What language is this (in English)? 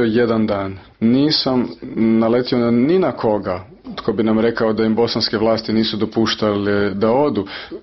Croatian